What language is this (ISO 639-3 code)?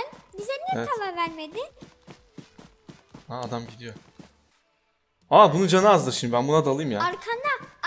tur